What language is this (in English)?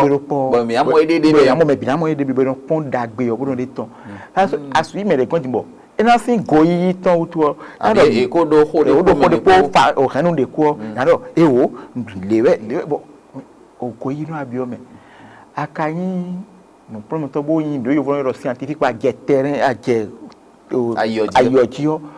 Fon